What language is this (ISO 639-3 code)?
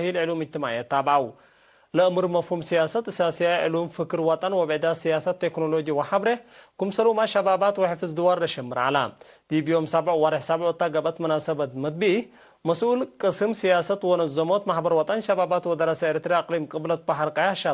tig